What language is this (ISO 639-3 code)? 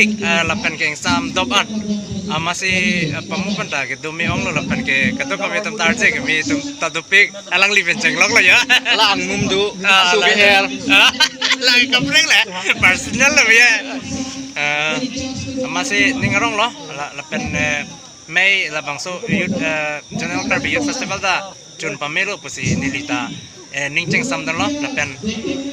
mjw